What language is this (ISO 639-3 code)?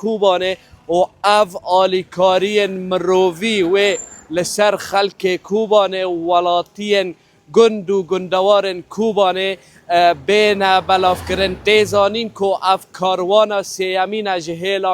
kur